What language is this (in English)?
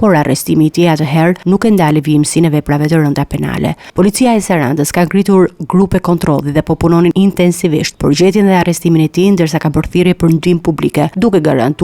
Albanian